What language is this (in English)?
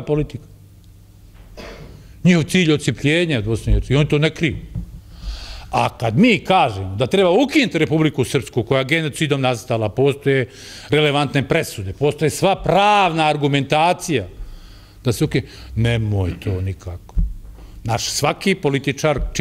Bosnian